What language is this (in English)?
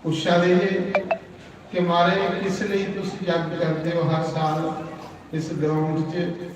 Dogri